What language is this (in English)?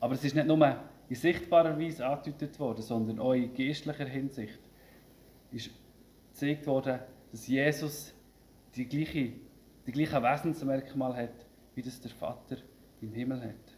Swiss German